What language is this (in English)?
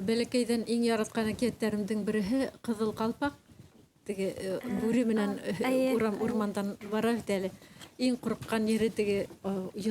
Bashkir